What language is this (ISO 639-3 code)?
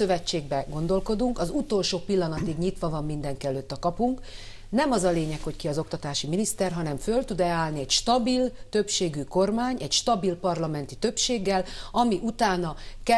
hun